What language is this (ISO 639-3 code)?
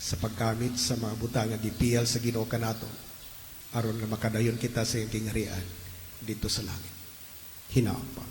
ceb